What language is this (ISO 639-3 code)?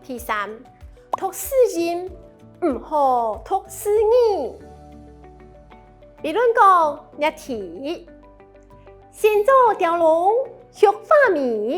hak